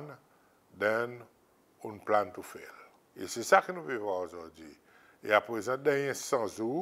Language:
Seselwa Creole French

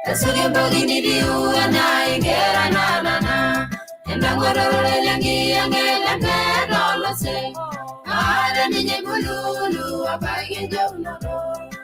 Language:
Masai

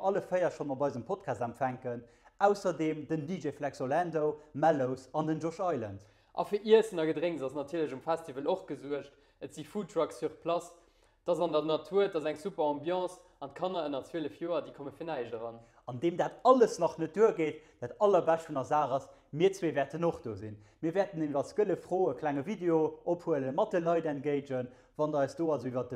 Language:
Luxembourgish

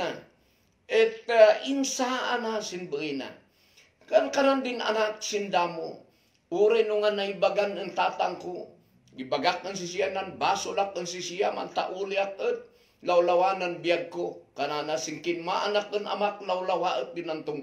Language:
Kankanaey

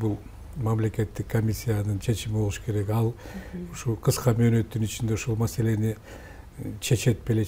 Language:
Kyrgyz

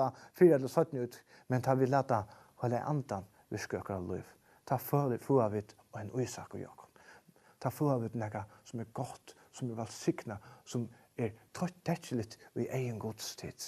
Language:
Faroese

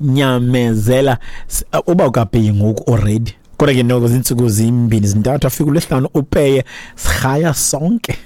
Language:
Xhosa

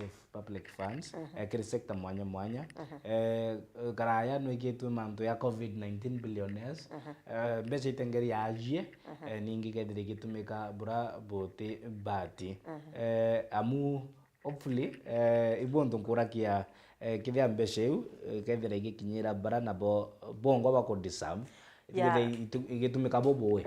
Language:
Meru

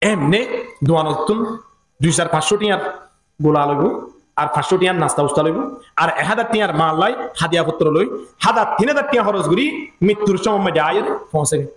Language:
Rohingya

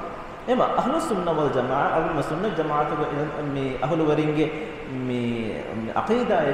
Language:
Divehi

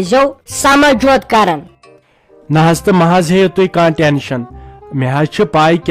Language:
Kashmiri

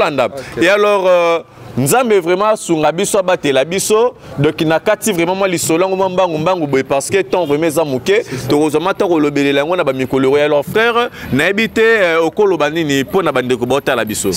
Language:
Lingala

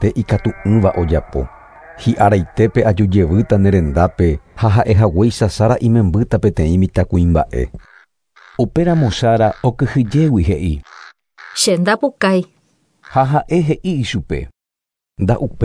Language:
Guarani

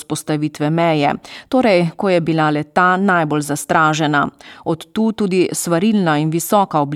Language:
Slovenian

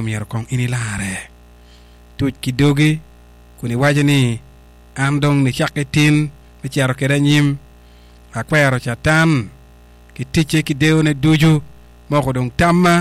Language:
Acoli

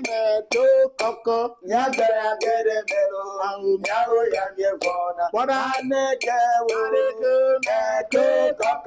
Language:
Ewe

